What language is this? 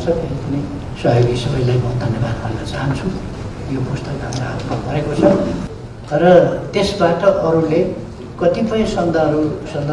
Nepali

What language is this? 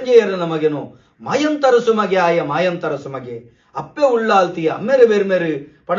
Tulu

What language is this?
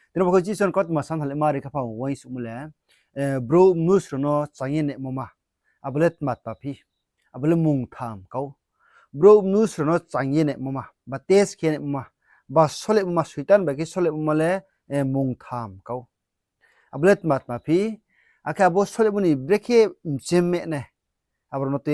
Riang (India)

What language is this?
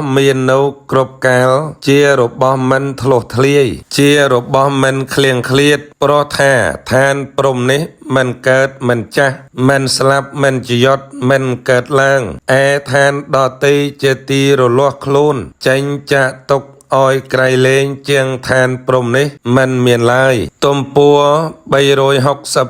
Khmer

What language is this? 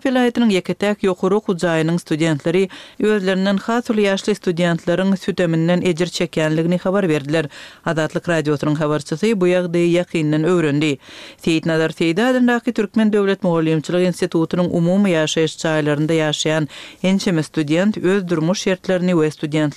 Turkmen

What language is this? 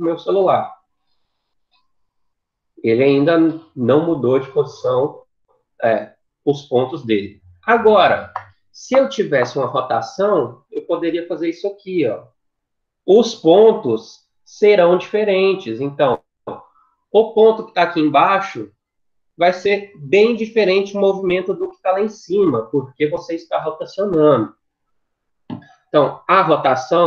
Portuguese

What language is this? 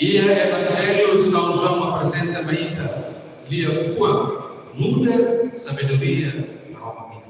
Tetum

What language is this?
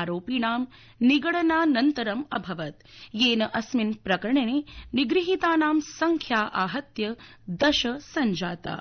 Sanskrit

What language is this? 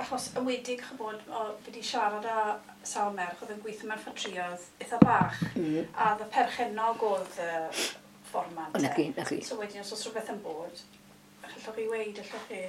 Welsh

